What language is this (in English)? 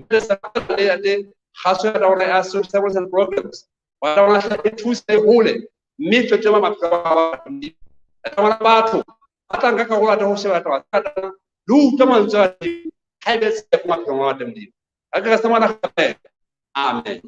Southern Sotho